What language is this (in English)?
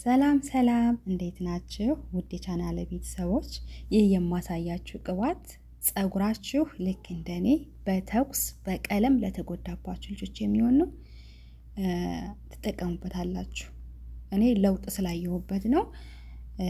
Amharic